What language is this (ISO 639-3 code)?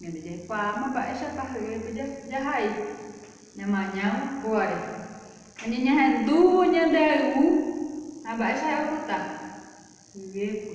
grn